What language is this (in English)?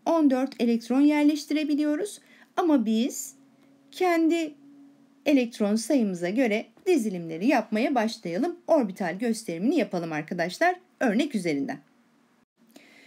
Turkish